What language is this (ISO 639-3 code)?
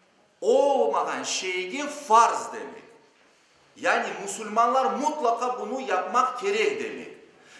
crh